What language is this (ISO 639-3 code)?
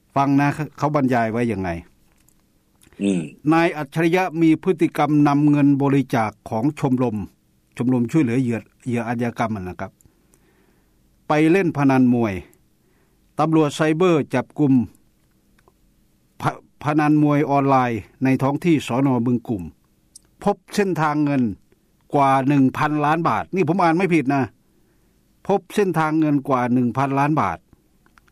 tha